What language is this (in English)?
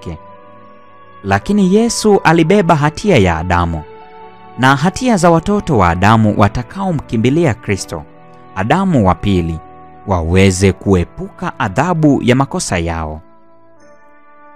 Swahili